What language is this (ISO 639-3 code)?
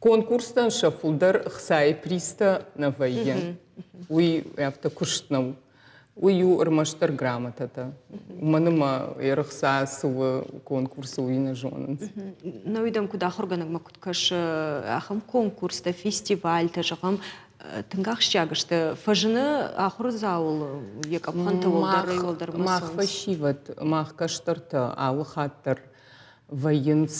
oss